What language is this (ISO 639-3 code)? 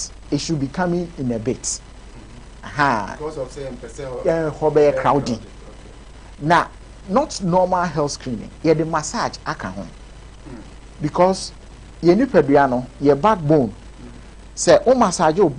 aka